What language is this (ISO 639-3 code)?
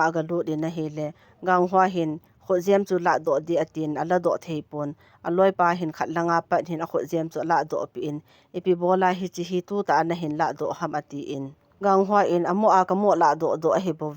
tcz